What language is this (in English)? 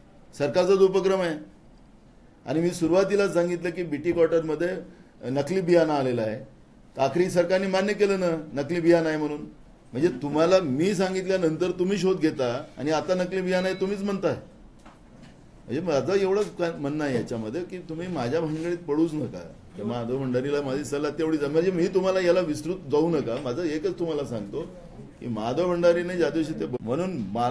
Marathi